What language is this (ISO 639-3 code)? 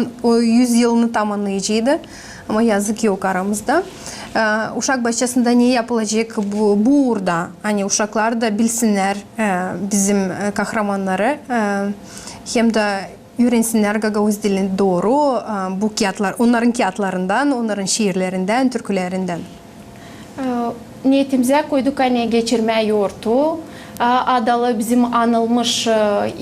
gag